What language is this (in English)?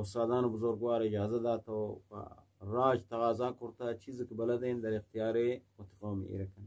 Eastern Balochi